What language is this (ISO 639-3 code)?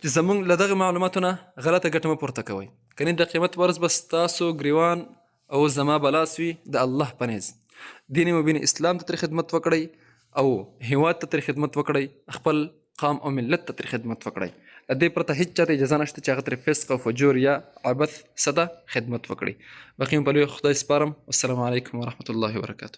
pus